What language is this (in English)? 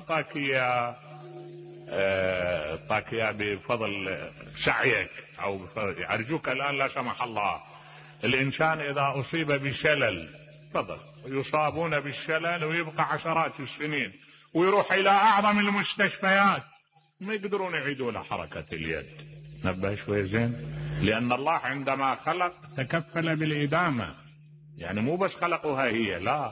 Mesopotamian Arabic